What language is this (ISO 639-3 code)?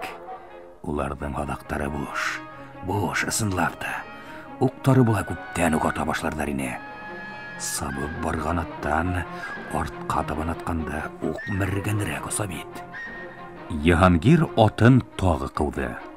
bak